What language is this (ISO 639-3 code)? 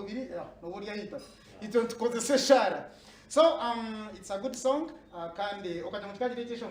nyn